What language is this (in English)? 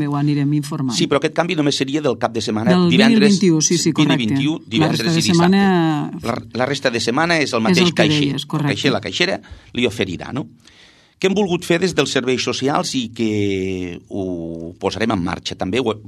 Catalan